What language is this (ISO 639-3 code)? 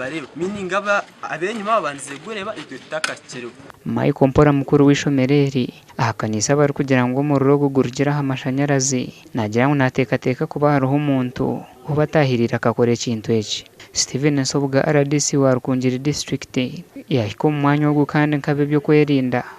nyn